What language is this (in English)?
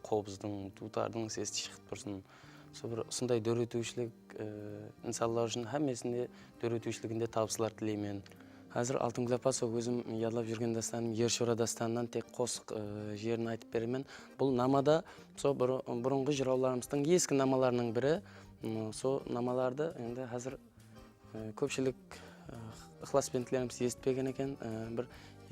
Kara-Kalpak